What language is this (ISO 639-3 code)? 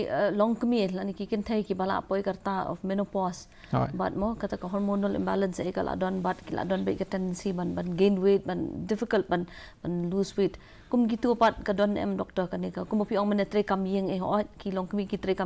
kha